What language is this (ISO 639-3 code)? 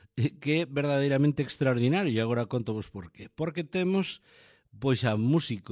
glg